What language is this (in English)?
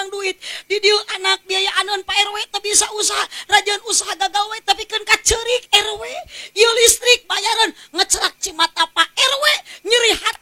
Sundanese